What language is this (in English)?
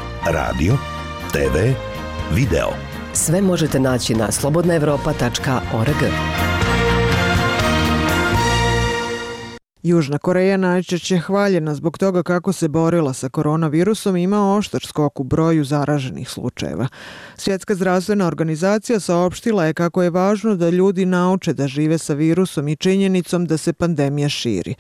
Bosnian